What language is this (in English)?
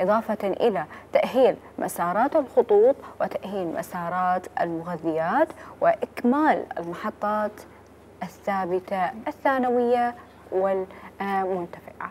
Mesopotamian Arabic